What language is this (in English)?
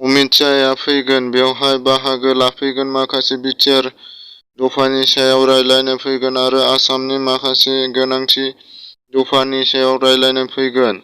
Bodo